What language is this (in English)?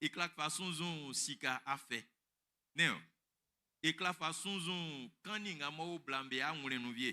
Baoulé